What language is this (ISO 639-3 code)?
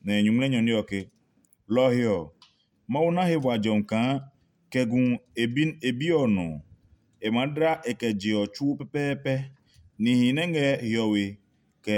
ada